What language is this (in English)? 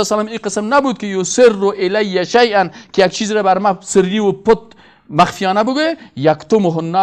Persian